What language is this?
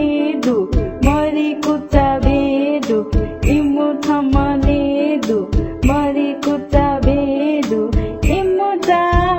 Newari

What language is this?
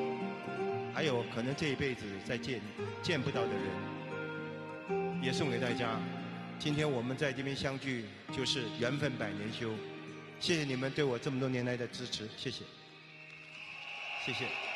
Chinese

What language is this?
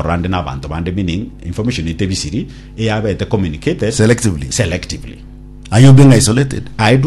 Gusii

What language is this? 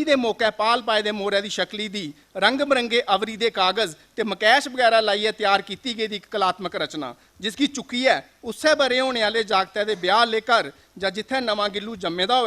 Dogri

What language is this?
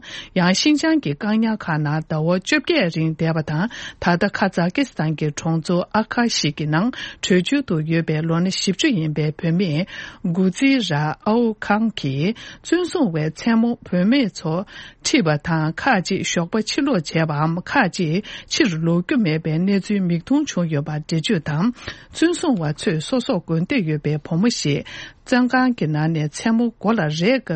Tibetan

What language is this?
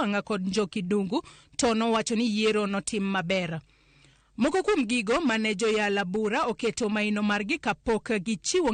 Luo (Kenya and Tanzania)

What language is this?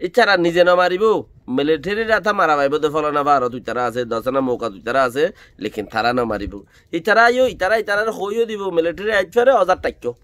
Rohingya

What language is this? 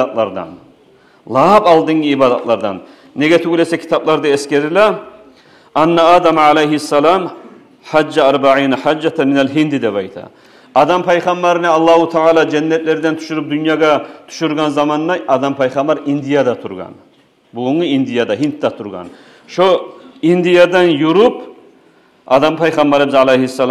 Kumyk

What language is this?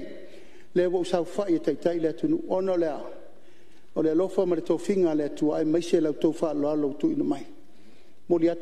Samoan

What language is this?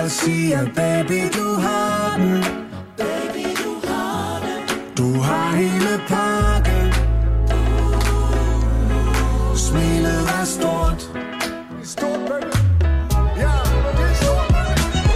Danish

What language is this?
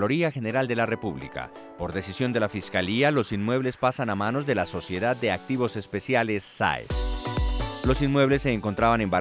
Spanish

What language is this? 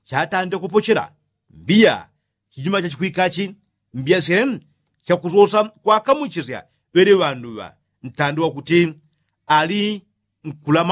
Yao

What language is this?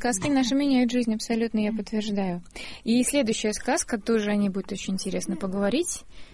Russian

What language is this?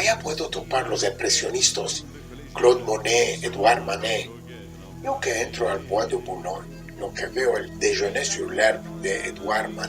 Ladino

